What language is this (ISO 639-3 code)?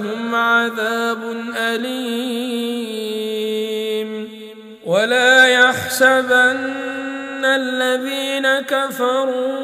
ara